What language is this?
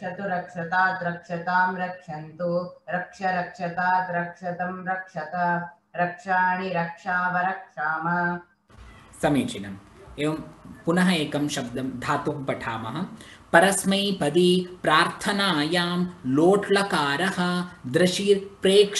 Sanskrit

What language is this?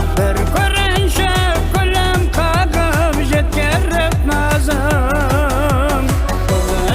Kara-Kalpak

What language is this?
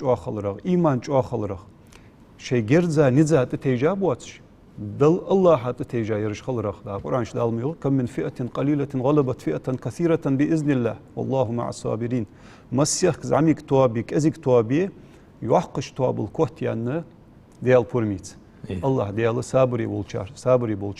Ingush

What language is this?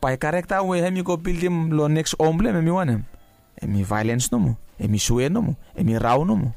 Bislama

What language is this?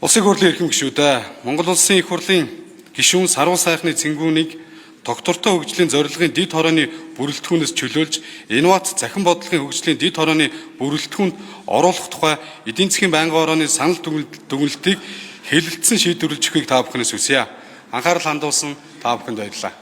Mongolian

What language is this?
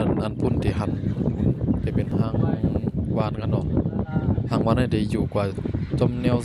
Shan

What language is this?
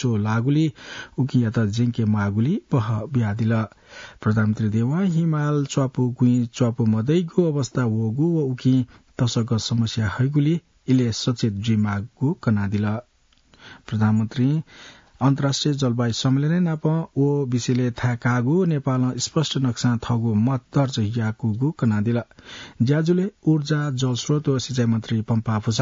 Newari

